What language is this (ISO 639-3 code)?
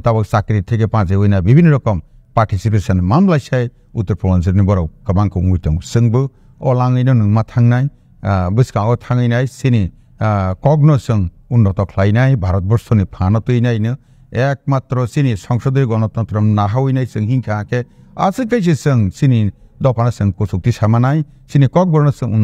trp